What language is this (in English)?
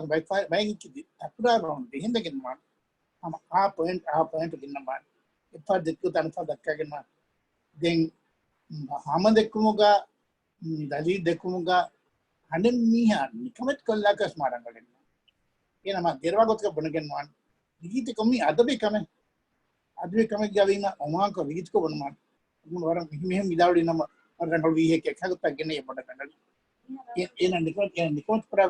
Divehi